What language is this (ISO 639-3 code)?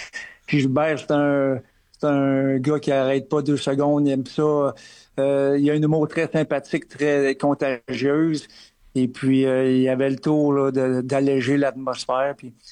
fra